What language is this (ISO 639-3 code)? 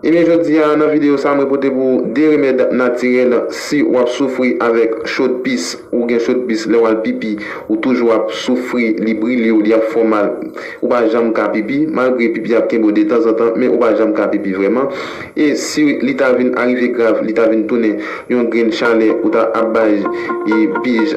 hat